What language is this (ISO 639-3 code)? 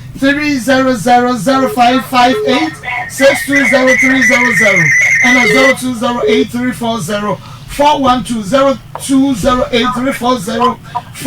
aka